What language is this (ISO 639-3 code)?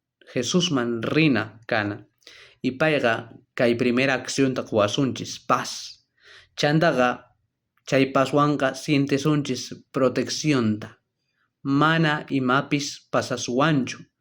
quh